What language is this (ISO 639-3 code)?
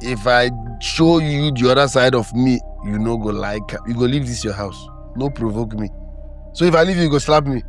pcm